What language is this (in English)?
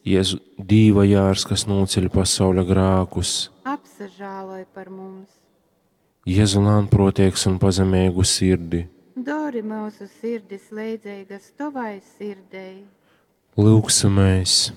Latgalian